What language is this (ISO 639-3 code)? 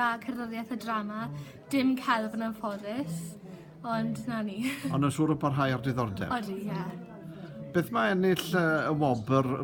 cym